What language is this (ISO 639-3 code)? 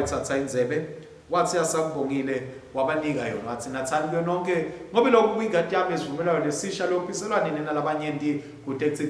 ssw